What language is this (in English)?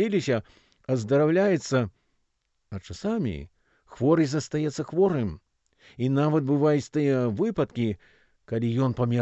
Belarusian